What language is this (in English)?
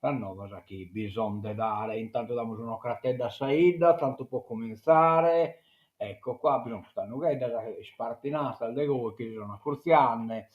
Sardinian